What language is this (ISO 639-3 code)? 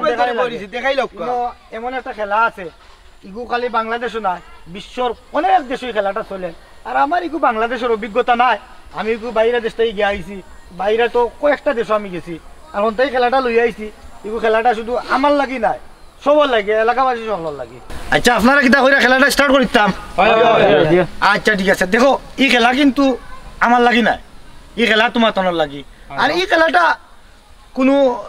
syl